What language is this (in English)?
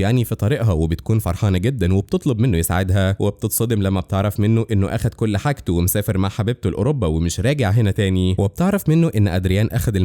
Egyptian Arabic